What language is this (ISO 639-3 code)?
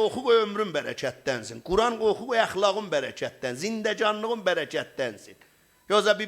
azb